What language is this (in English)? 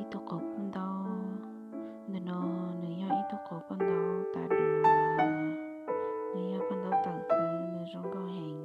Hmong